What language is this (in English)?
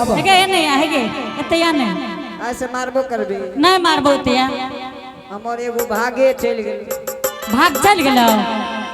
Angika